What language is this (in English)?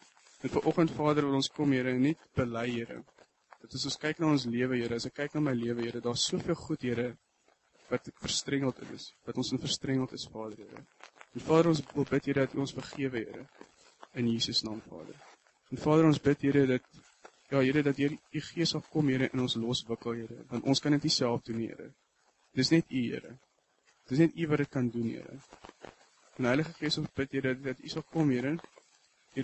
Afrikaans